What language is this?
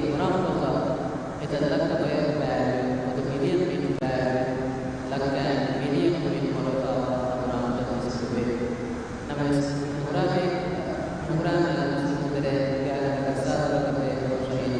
Divehi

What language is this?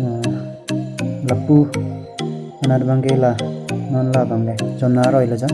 Karbi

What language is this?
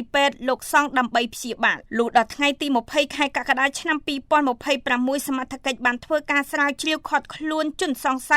Khmer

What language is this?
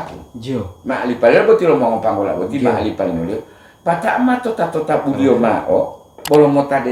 Gorontalo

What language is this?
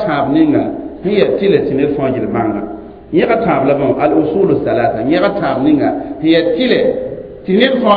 Mossi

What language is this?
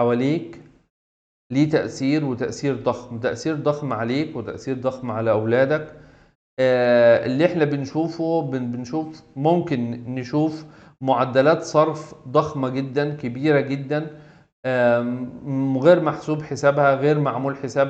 Egyptian Arabic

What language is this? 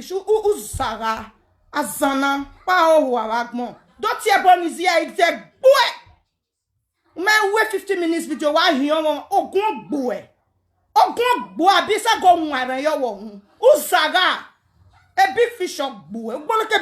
Nigerian Pidgin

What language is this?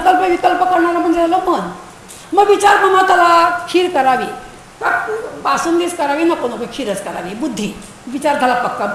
Marathi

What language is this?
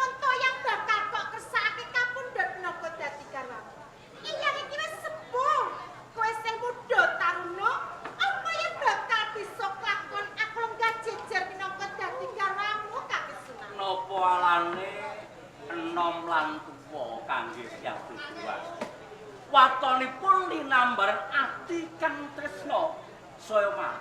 Javanese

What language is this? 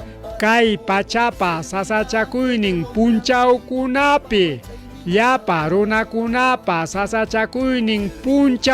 Ayacucho Quechua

